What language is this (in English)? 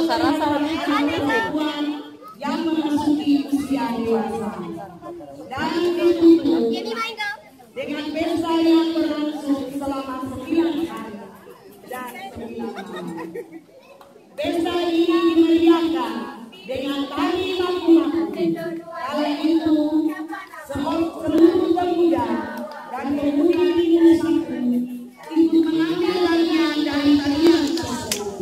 Indonesian